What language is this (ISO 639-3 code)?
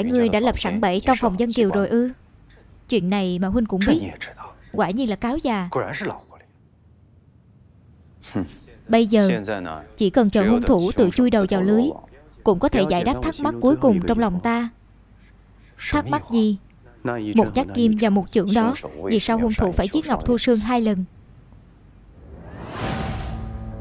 vie